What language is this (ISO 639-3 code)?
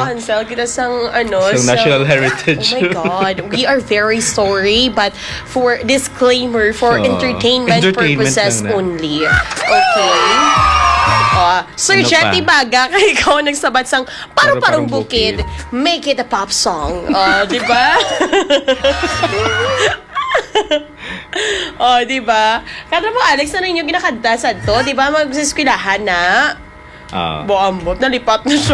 hil